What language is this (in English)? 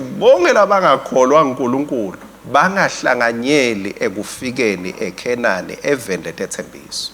Swati